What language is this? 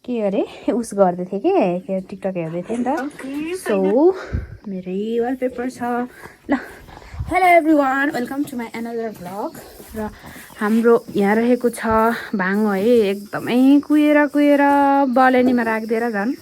Nepali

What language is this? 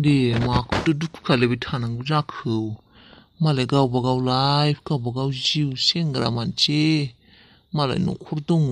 Bodo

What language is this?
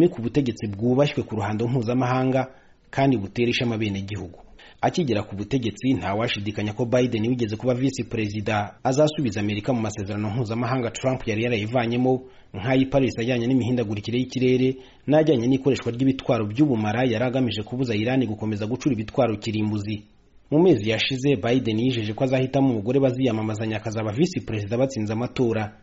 Kinyarwanda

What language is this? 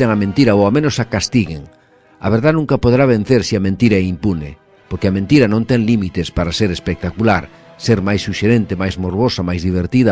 Galician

